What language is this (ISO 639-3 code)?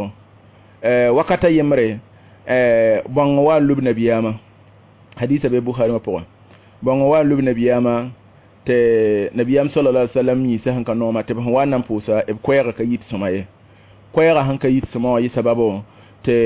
mos